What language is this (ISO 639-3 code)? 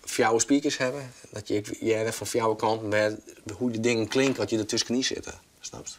fry